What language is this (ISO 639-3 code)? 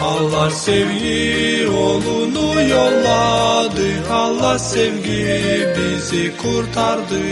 gag